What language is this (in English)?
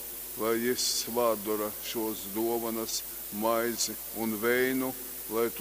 Latgalian